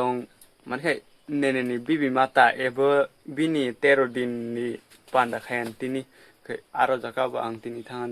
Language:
Kok Borok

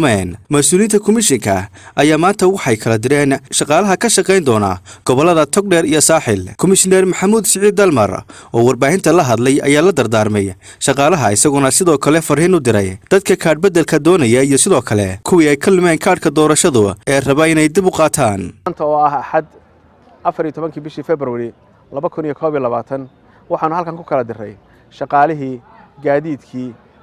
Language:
Somali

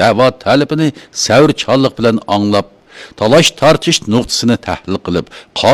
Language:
Uyghur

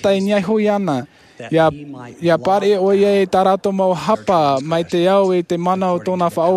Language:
Tahitian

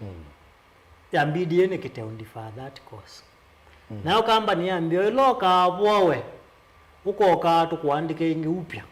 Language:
Kamba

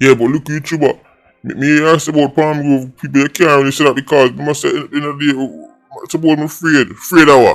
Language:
Jamaican Creole English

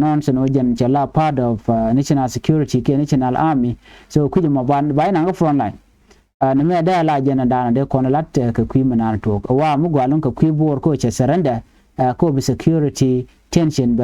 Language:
Nuer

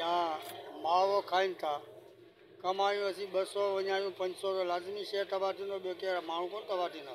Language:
Sindhi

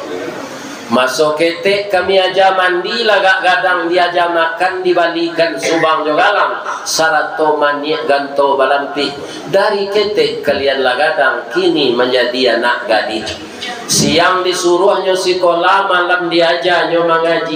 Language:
Minangkabau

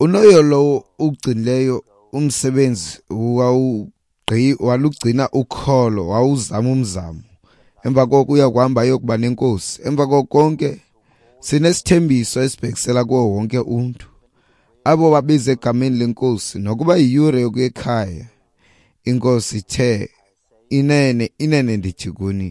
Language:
Xhosa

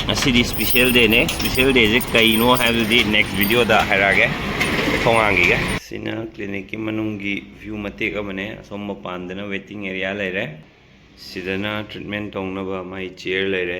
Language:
Manipuri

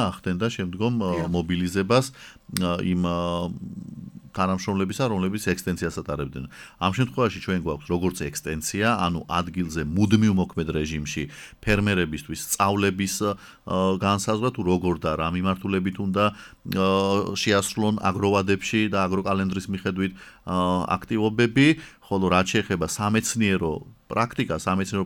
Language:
Georgian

